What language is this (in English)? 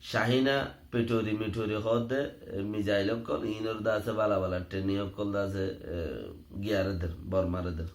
Rohingya